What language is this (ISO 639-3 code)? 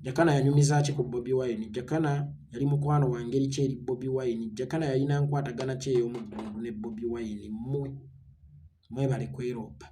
lug